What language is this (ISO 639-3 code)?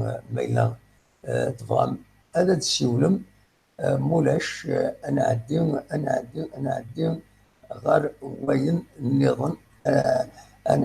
kab